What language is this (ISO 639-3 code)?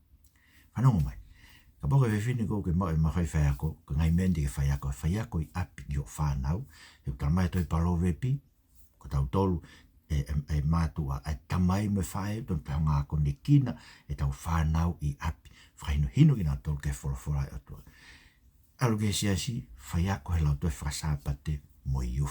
ton